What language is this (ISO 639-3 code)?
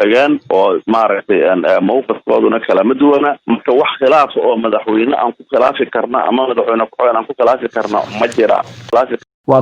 som